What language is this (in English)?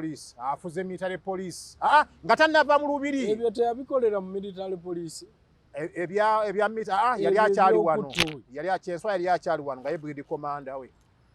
Ganda